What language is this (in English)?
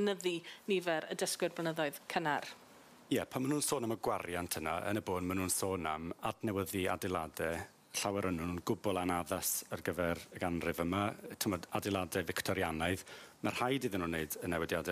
Welsh